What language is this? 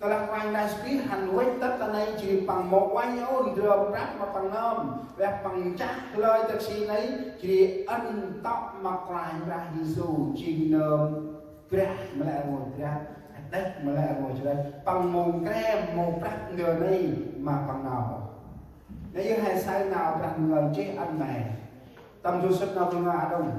Central Mnong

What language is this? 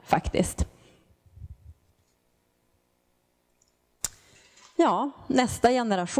Swedish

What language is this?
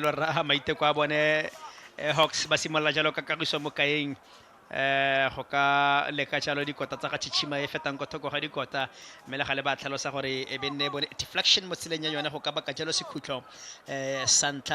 Tswana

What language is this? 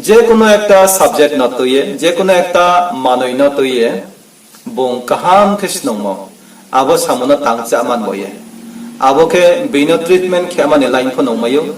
Riang (India)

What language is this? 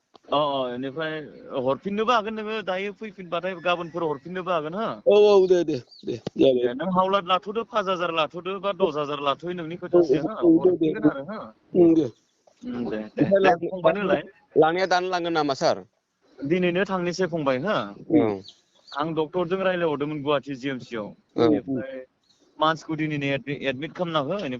Bodo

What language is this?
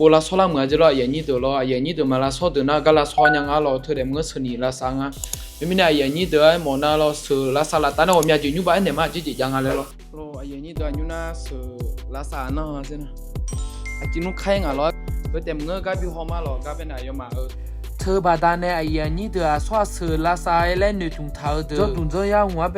Akha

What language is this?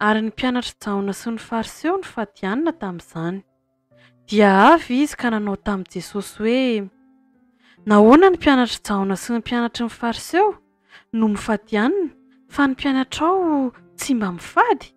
Malagasy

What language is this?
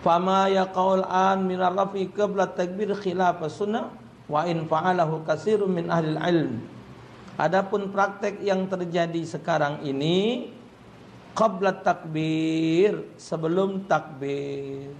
Musi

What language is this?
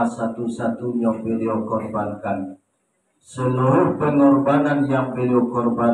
Minangkabau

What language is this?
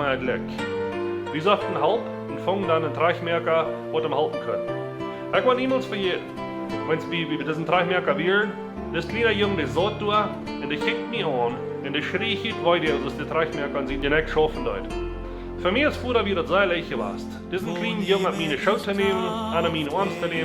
Plautdietsch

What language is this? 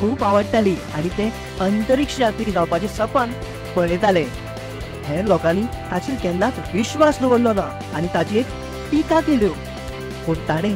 Konkani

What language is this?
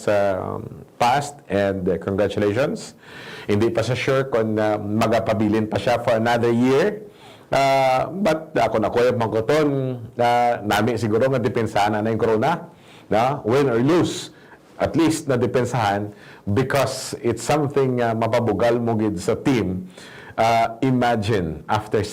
Hiligaynon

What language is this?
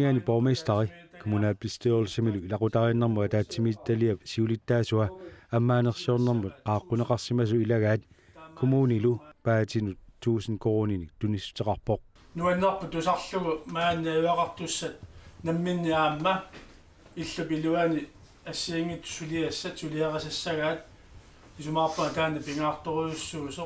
Kalaallisut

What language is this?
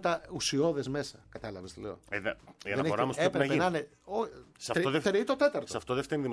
Greek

